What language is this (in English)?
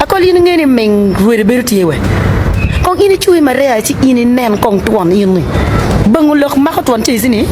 Acoli